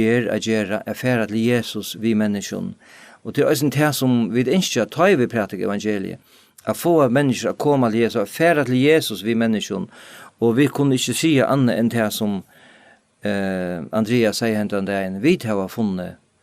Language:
Faroese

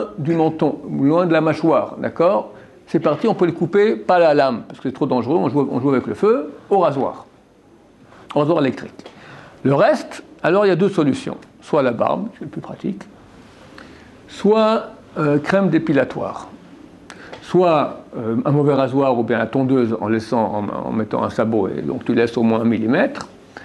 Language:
French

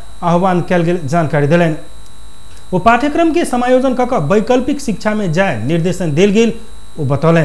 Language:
Maithili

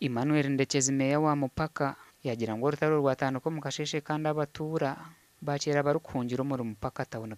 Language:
Nyankole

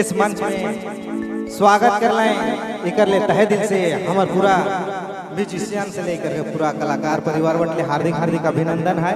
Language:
Sadri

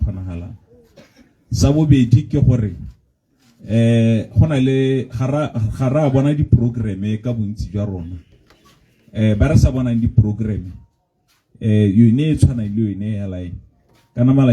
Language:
Tswana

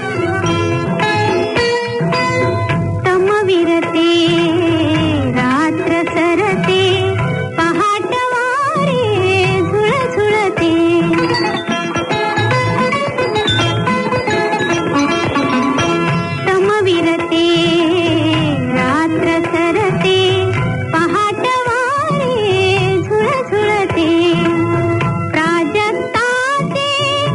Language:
Marathi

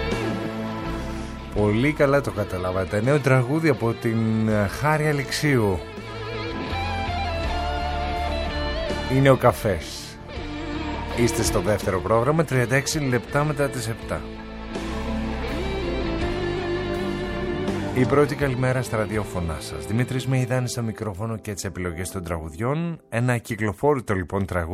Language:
Greek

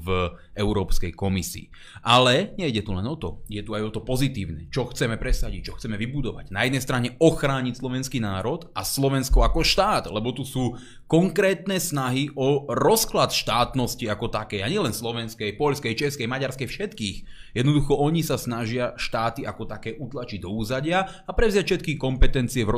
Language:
Slovak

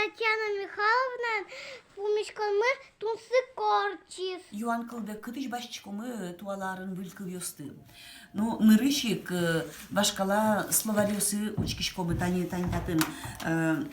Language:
Udmurt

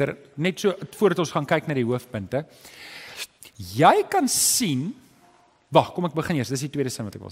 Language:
Afrikaans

